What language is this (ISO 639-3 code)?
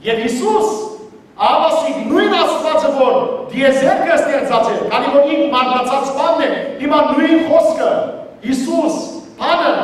hyw